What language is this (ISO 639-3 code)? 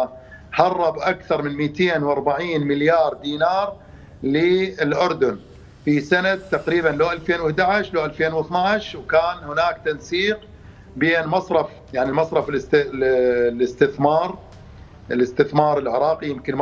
acm